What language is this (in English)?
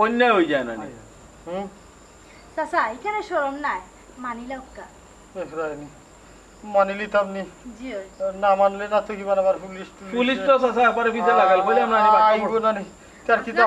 Sylheti